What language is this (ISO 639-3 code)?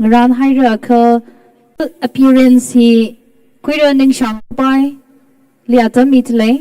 nmf